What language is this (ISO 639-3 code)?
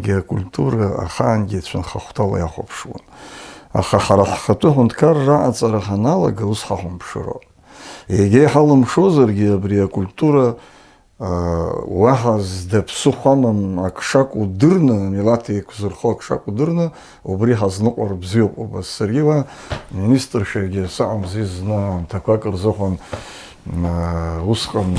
abk